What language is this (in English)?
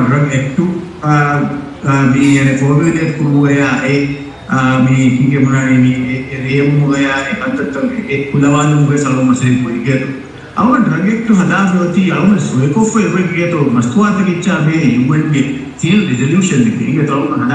Divehi